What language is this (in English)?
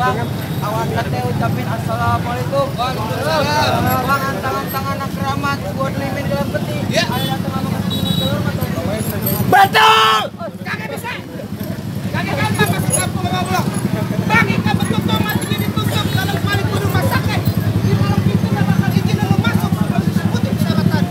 Betawi